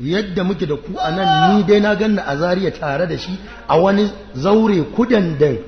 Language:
Hausa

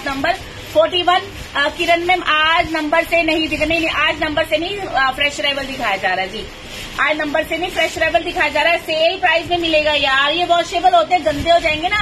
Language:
Hindi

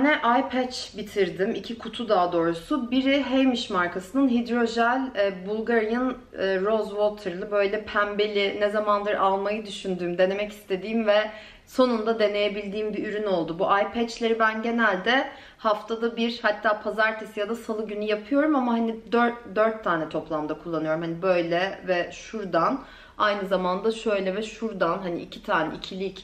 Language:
Turkish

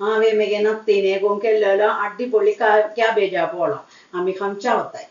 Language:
Konkani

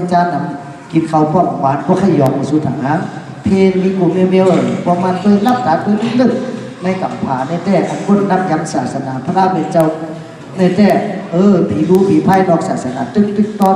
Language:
Shan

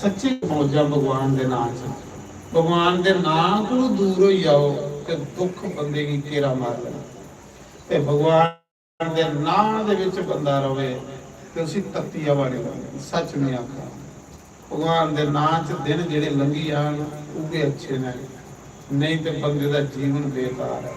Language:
Dogri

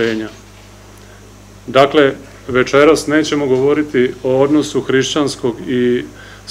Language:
Serbian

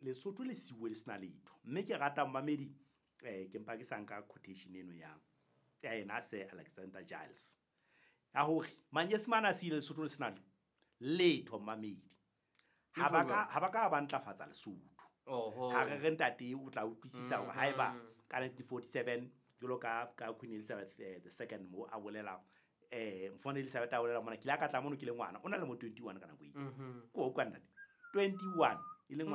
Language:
Southern Sotho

